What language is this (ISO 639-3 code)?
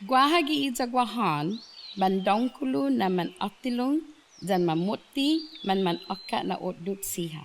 cha